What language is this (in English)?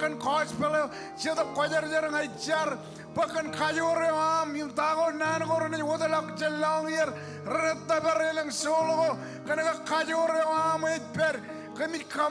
Marshallese